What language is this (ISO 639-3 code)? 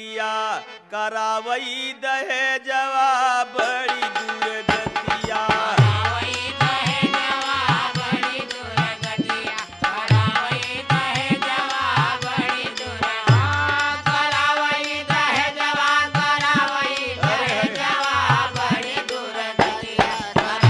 bho